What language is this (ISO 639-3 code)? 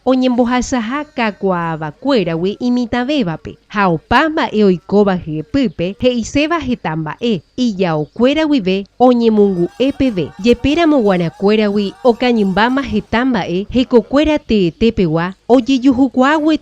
grn